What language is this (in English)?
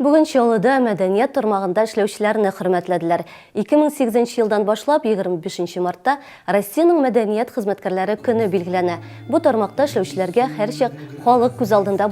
Tatar